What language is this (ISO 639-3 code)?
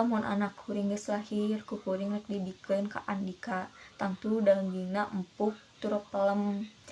sun